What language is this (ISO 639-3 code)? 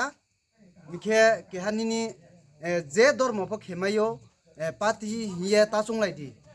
ria